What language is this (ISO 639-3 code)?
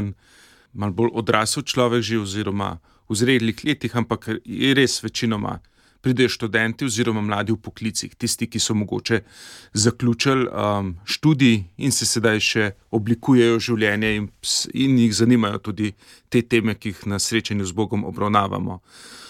slv